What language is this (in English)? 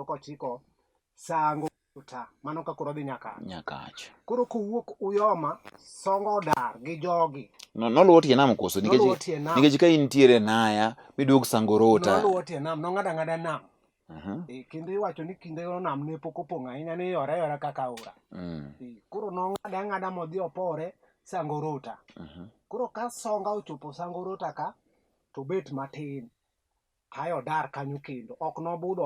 Luo (Kenya and Tanzania)